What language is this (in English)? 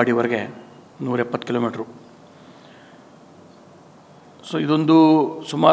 Kannada